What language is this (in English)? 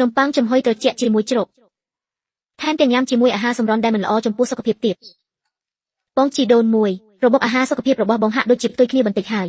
Khmer